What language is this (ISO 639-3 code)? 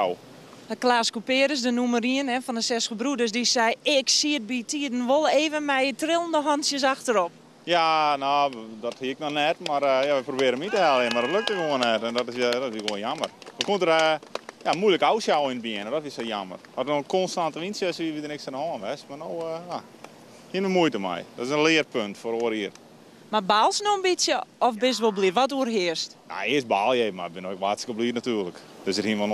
fry